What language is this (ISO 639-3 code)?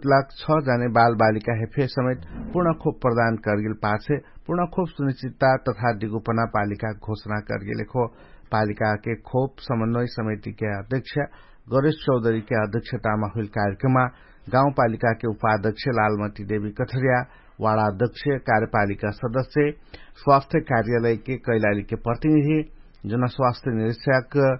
thl